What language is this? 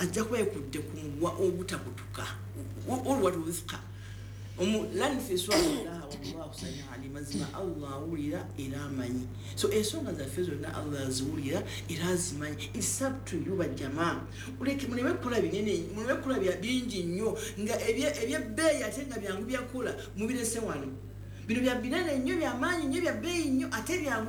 Ganda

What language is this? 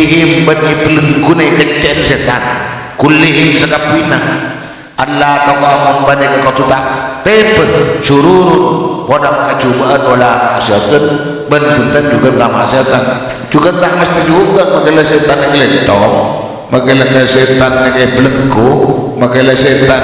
Madurese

